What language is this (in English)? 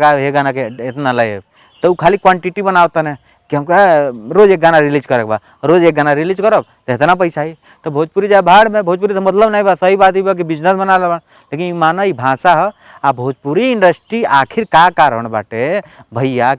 Bhojpuri